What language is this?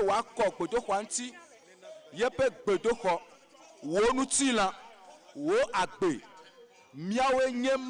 Ewe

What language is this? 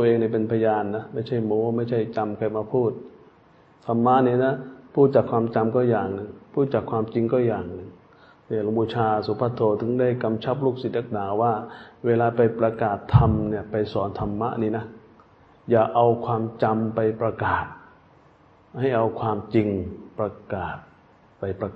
Thai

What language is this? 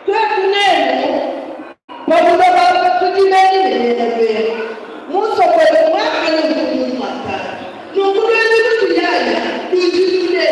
Luba-Lulua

